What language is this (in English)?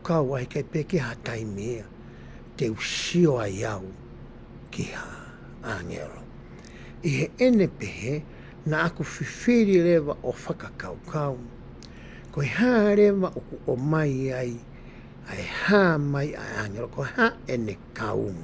Tongan